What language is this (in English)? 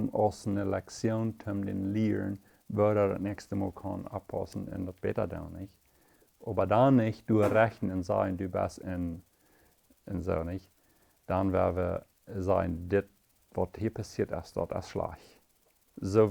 Plautdietsch